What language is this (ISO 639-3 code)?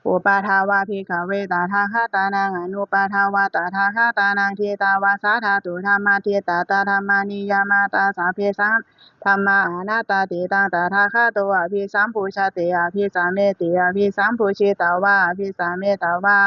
pli